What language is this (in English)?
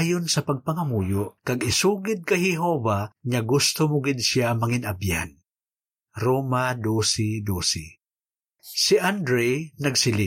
Hiligaynon